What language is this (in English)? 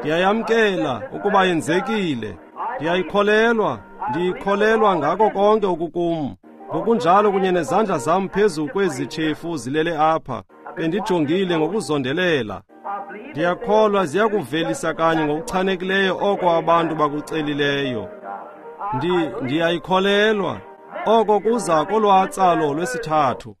Xhosa